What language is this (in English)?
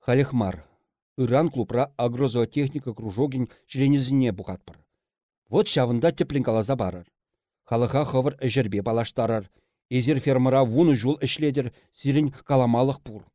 Chuvash